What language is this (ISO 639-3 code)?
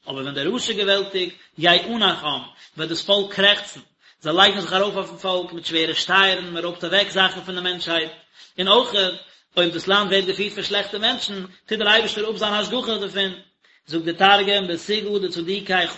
yid